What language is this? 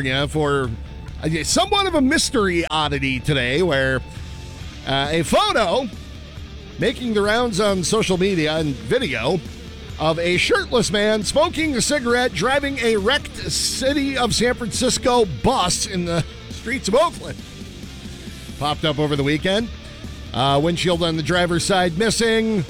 English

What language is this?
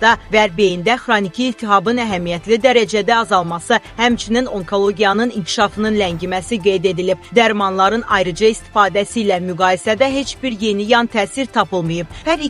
Azerbaijani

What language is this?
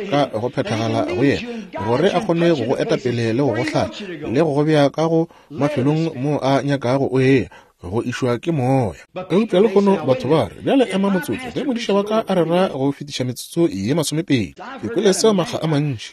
Northern Sotho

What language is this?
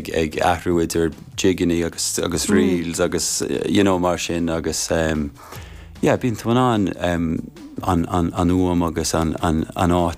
Irish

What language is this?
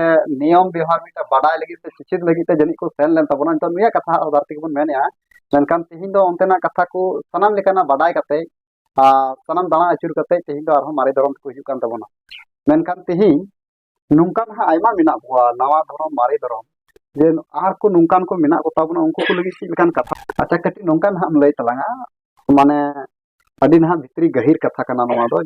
Santali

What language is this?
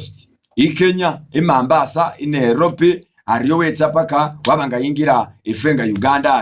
Masaaba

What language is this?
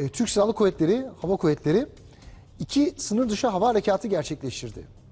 Turkish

